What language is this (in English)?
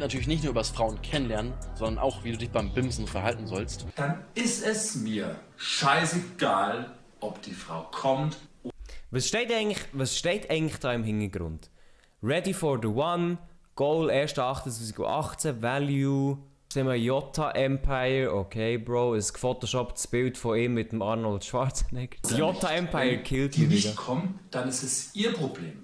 Swiss German